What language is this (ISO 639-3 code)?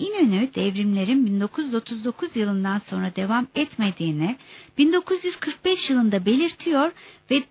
tur